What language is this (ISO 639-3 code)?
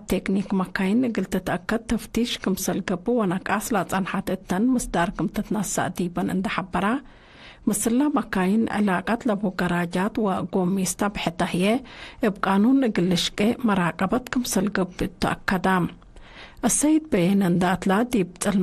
tig